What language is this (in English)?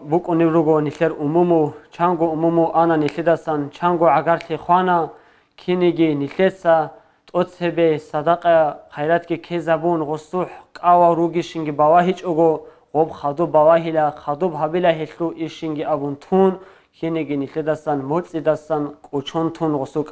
Avaric